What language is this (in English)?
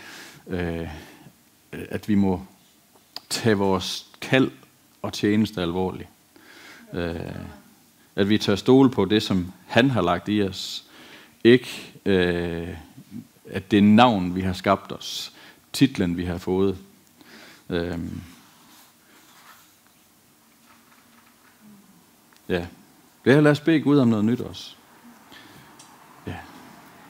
Danish